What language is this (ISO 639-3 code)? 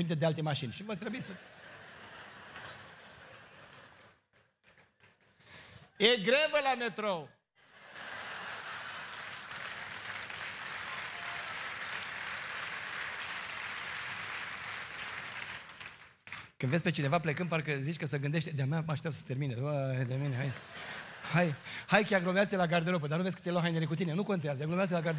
ron